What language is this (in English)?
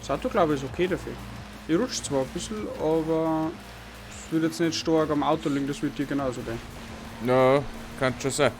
Bavarian